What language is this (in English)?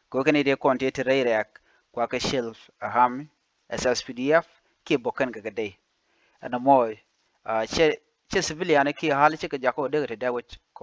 Nuer